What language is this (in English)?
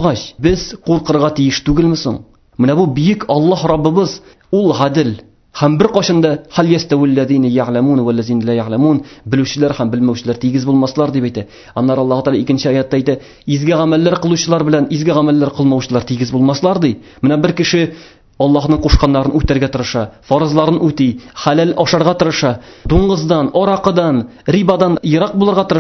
Tatar